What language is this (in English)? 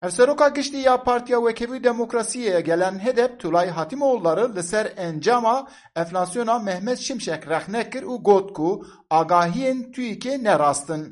Kurdish